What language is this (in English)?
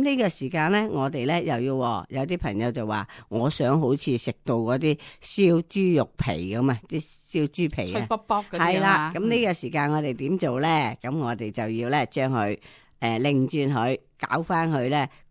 Cantonese